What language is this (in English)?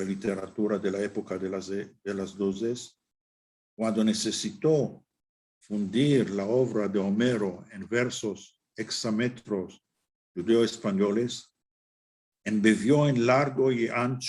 Ladino